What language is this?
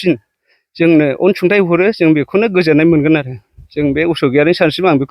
Bodo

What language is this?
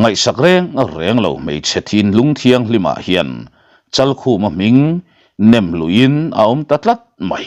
Mizo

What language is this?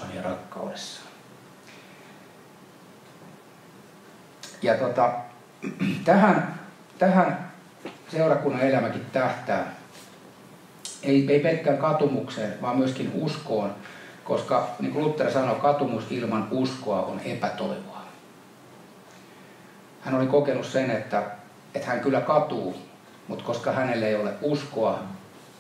Finnish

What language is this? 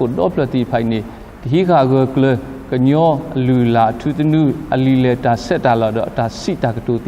S'gaw Karen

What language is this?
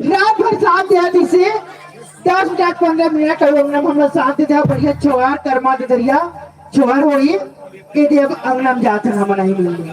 Chhattisgarhi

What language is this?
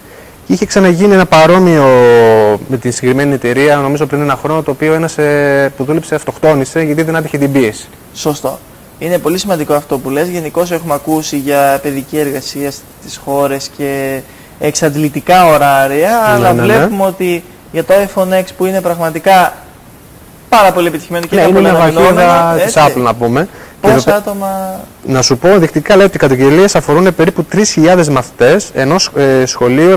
Greek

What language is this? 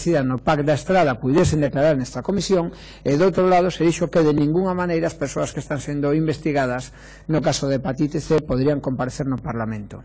Galician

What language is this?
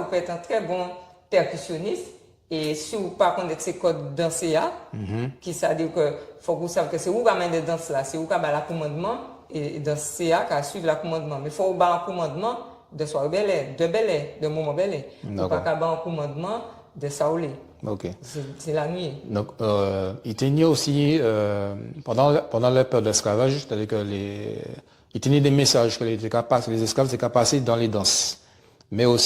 Guadeloupean Creole French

